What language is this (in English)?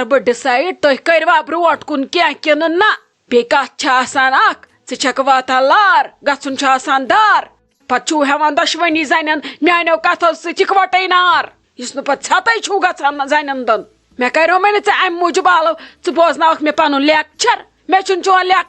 Kashmiri